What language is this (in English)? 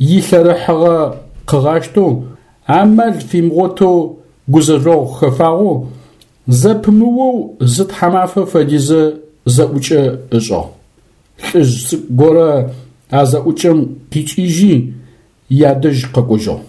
Adyghe